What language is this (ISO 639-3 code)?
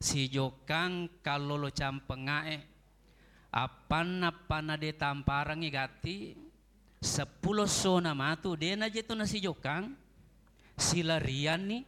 bug